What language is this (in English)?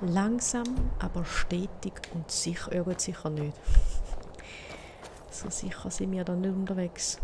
Swiss German